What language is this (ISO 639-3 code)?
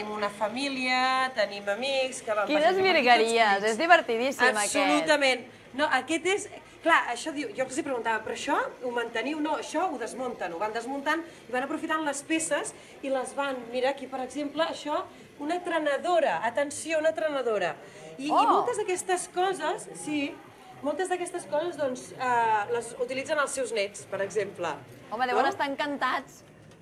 cat